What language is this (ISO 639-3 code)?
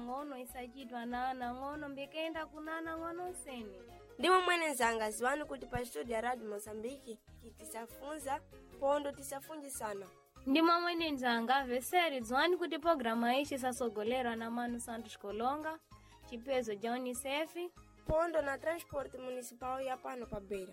seh